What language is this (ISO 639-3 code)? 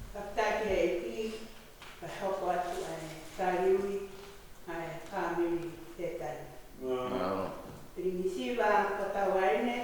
ton